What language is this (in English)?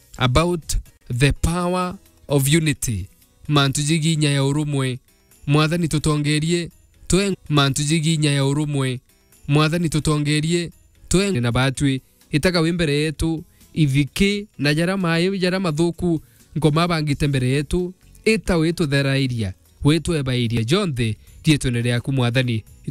Meru